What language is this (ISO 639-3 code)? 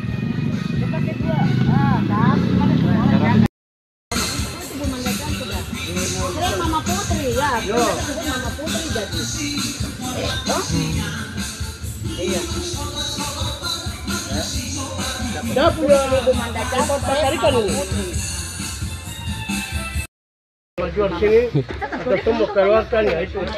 ind